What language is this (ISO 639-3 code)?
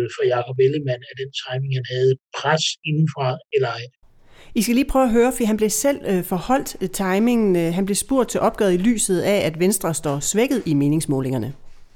dan